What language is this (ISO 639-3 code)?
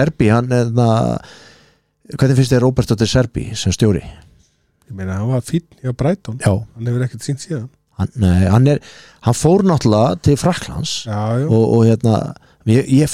isl